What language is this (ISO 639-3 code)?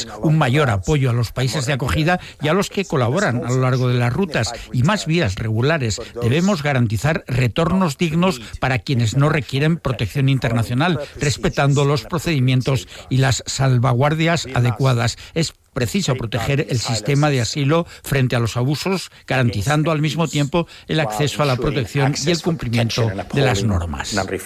spa